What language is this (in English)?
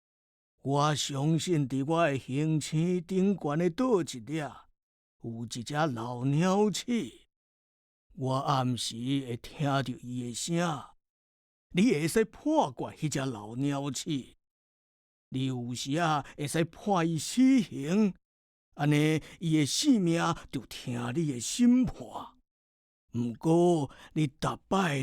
Min Nan Chinese